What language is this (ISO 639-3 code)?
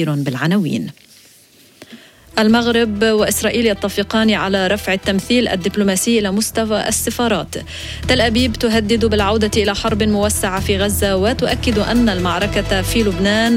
ara